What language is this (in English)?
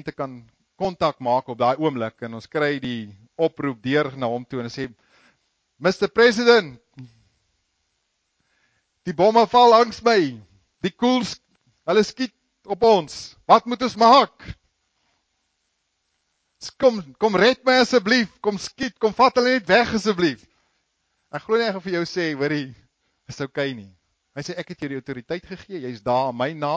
Afrikaans